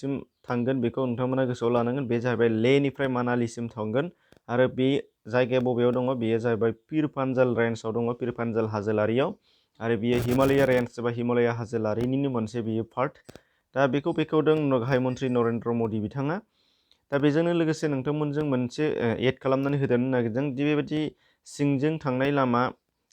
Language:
Bodo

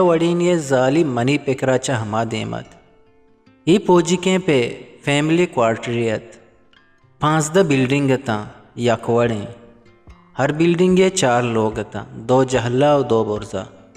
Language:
Eastern Balochi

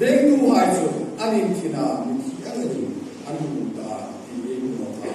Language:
Hmar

